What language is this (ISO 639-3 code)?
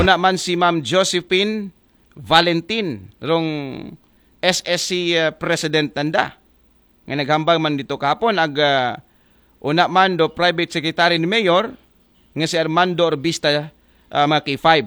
akl